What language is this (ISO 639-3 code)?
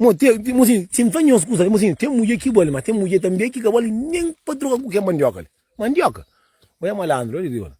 kea